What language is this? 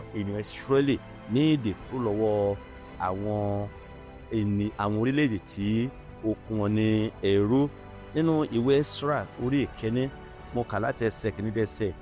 Yoruba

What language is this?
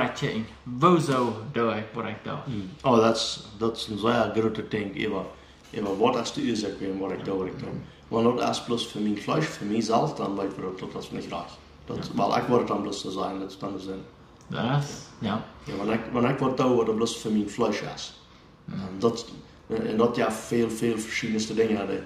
Plautdietsch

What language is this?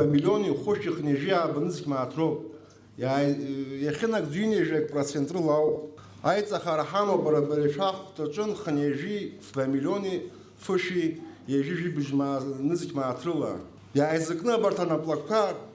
Abkhazian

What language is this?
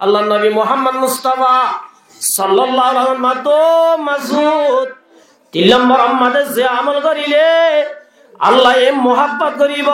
Rohingya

